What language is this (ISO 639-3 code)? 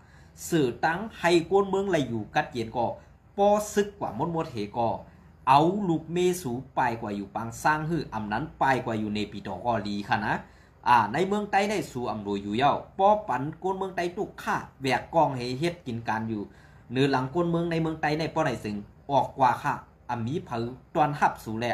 shn